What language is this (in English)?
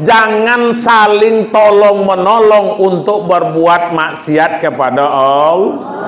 Minangkabau